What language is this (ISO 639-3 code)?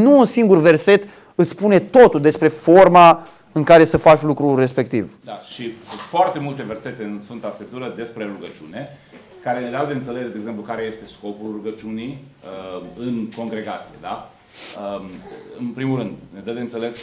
ron